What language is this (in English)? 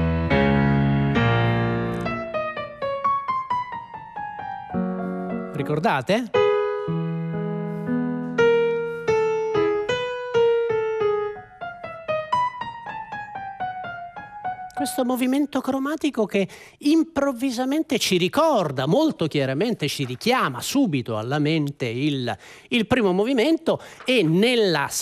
Italian